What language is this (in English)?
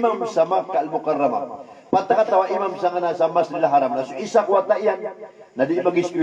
Maranao